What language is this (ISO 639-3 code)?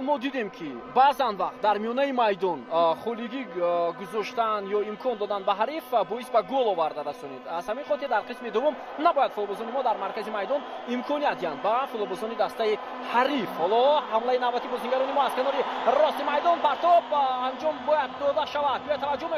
tgk